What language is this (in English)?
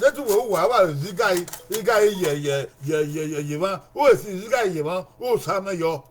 Bini